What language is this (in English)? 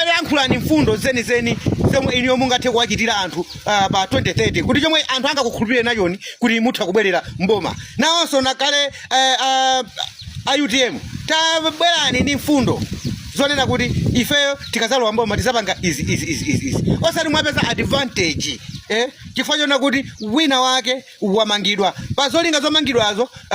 Nyanja